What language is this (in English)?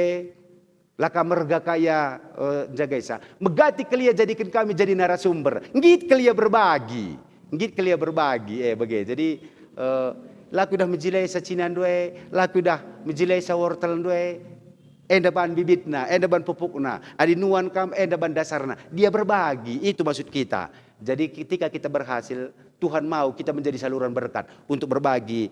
Batak Karo